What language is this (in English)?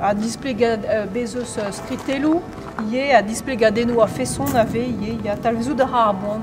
Breton